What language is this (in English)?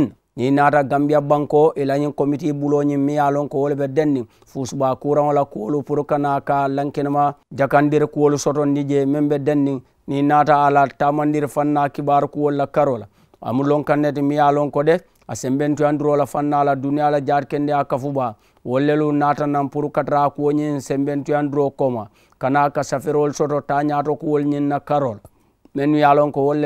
Mandingo